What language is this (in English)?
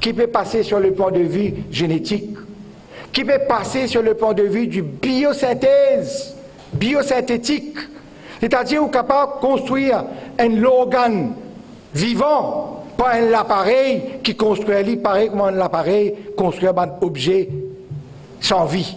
Morisyen